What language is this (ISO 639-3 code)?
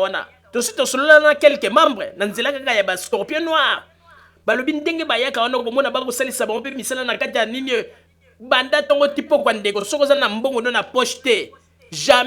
lin